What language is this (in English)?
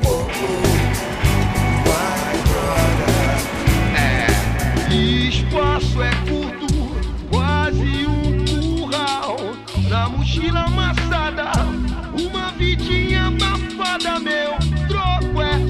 Portuguese